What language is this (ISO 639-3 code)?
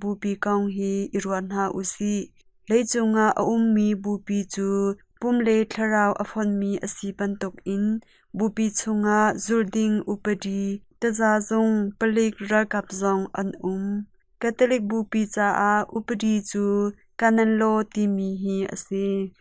cnh